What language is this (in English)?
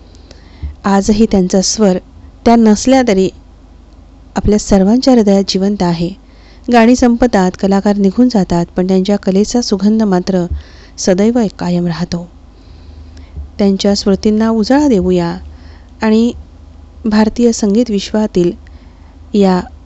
Marathi